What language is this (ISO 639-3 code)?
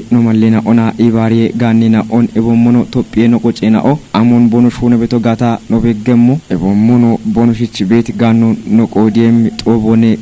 kbr